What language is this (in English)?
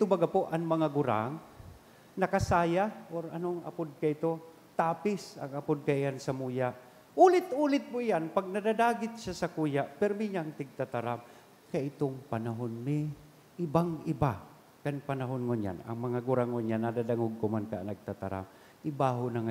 Bikol